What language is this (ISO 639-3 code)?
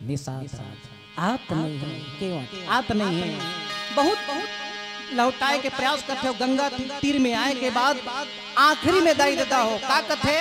hne